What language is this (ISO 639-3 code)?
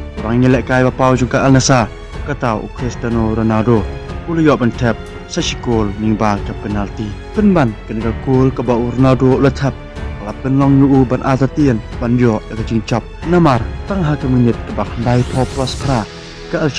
kha